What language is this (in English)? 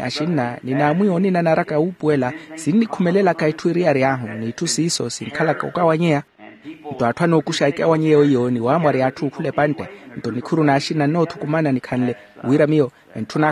Makhuwa